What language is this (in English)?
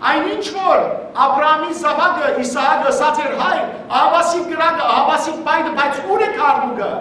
Western Armenian